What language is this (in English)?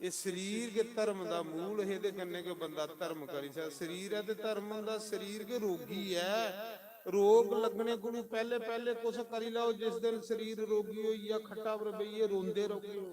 Dogri